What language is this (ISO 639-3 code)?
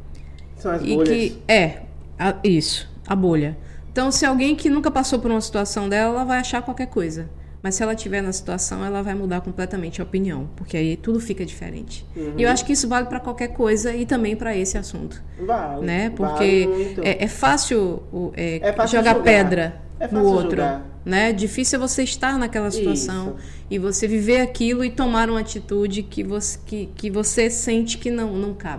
por